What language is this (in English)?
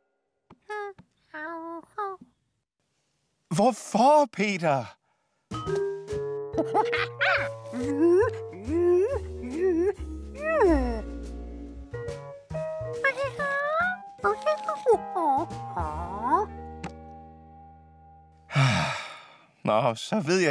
Danish